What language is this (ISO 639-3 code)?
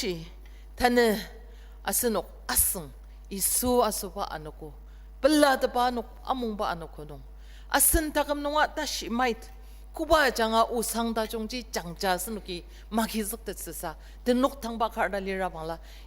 njo